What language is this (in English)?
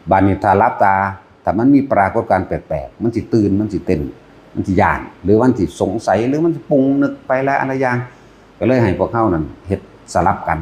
Northeastern Thai